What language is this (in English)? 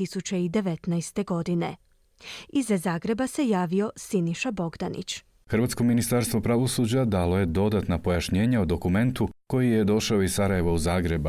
Croatian